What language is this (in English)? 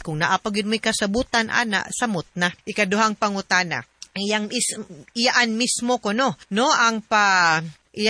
Cebuano